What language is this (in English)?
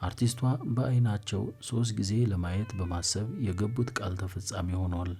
Amharic